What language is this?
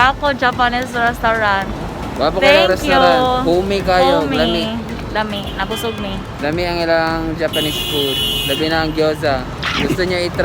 Cebuano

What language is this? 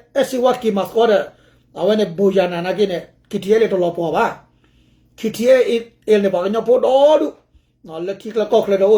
S'gaw Karen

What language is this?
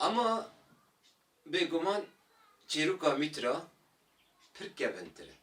Kurdish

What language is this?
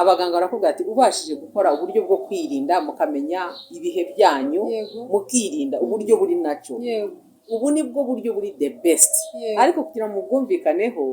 Kinyarwanda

